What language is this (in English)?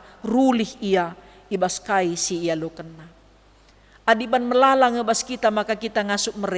Batak Karo